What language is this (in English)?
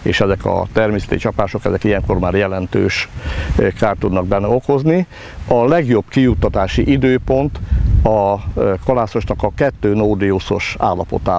Hungarian